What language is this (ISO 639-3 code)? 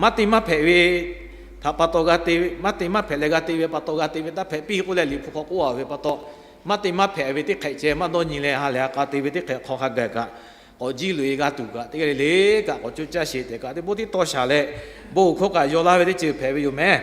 lhu